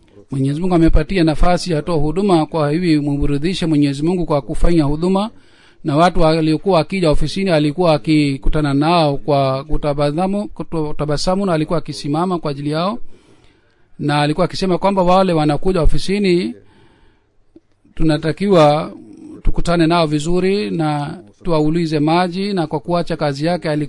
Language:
Swahili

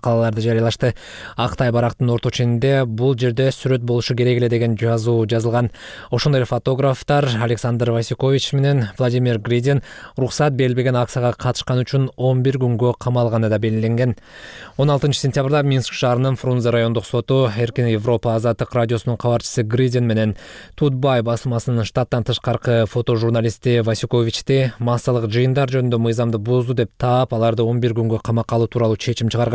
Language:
Kyrgyz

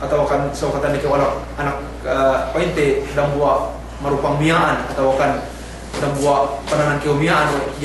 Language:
Yakan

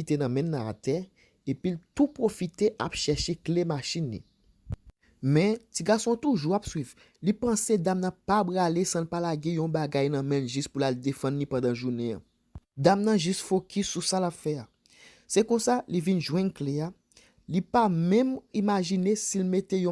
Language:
Haitian Creole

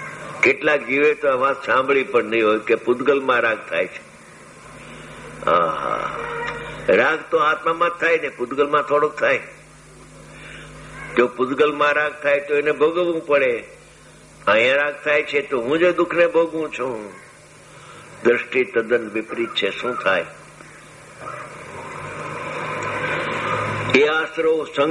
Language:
Gujarati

